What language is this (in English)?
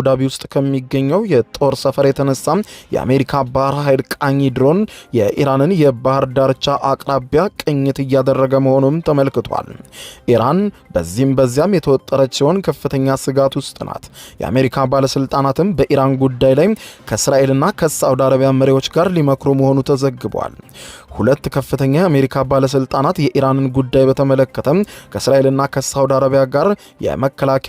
Amharic